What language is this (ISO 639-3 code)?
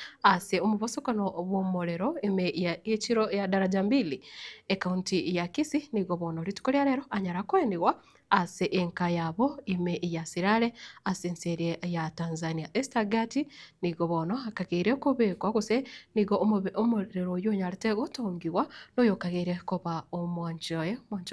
guz